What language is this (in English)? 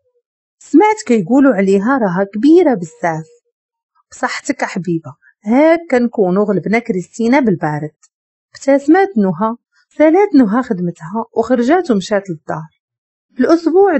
Moroccan Arabic